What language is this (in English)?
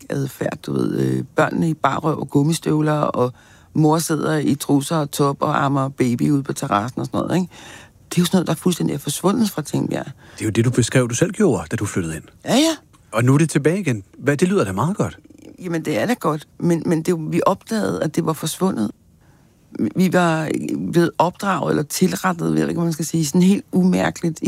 Danish